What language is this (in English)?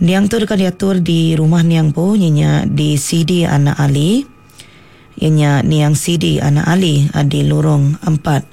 Iban